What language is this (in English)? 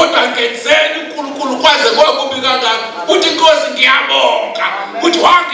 Zulu